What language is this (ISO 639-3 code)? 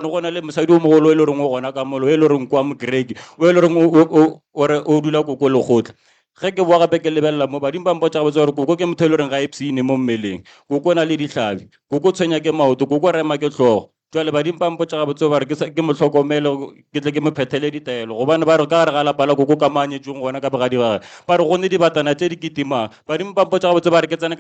nso